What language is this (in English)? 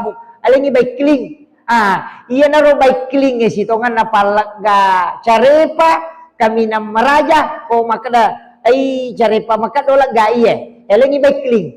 Buginese